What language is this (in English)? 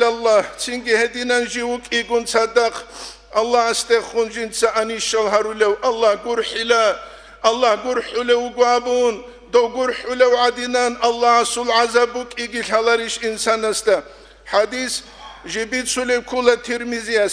Avaric